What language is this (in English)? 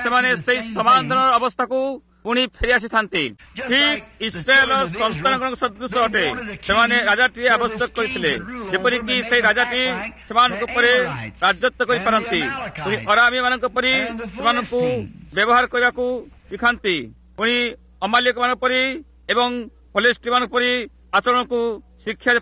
Odia